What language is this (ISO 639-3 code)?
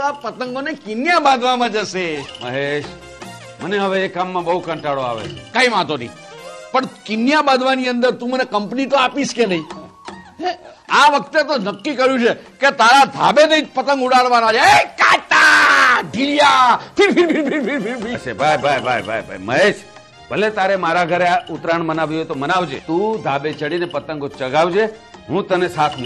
guj